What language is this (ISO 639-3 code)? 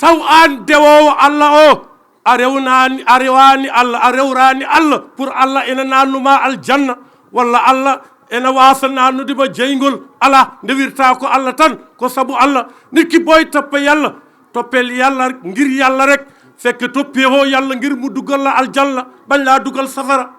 ful